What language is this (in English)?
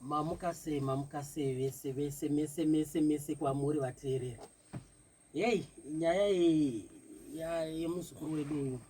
Shona